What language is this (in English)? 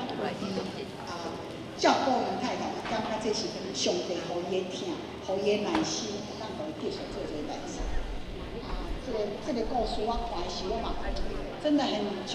Min Nan Chinese